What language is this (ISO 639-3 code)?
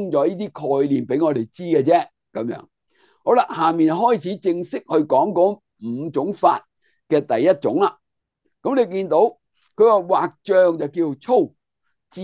yue